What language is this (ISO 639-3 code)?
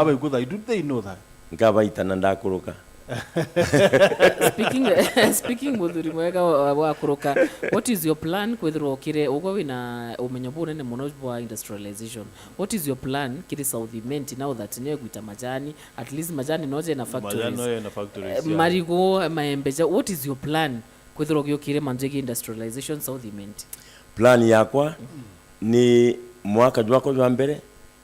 mer